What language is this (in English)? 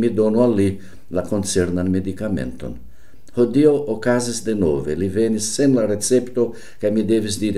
Esperanto